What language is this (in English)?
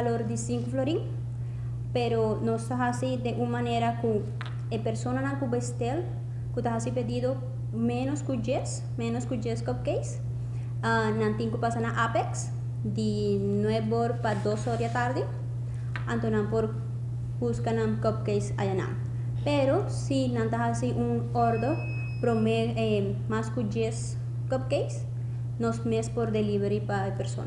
Papiamento